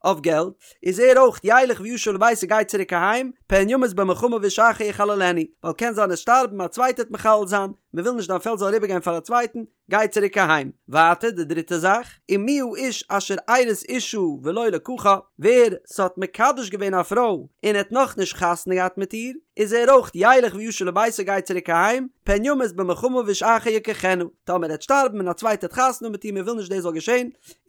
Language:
Yiddish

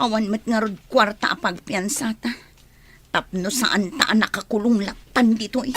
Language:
Iloko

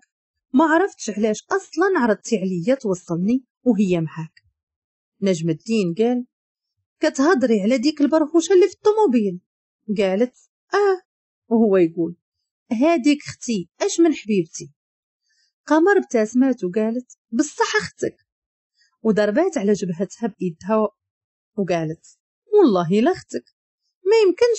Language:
Moroccan Arabic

